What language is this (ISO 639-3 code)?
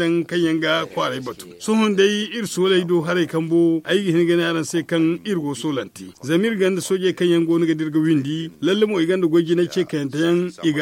dje